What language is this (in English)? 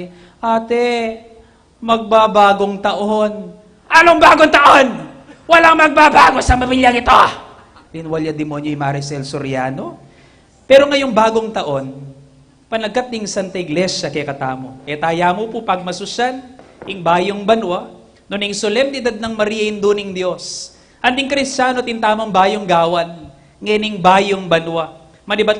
Pampanga